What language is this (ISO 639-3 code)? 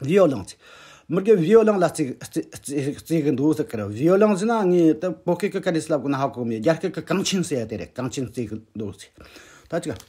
bod